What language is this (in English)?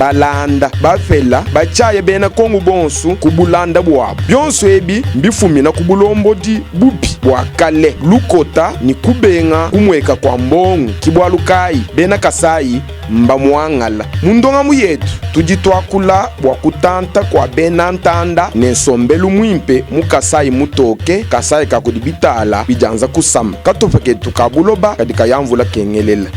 Luba-Lulua